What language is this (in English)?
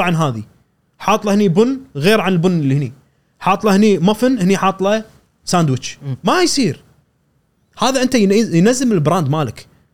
Gulf Arabic